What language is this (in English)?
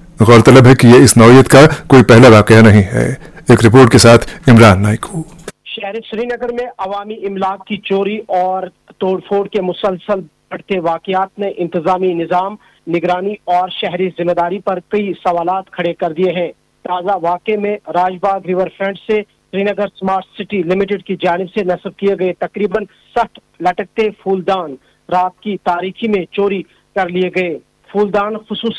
Urdu